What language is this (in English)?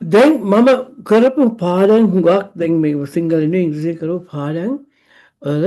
Sinhala